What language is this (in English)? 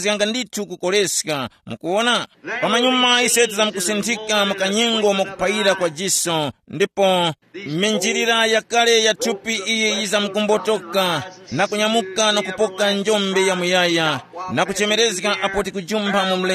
Tumbuka